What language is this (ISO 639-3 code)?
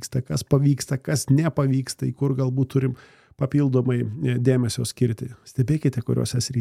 lit